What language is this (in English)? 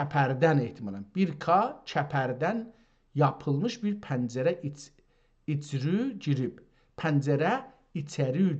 South Azerbaijani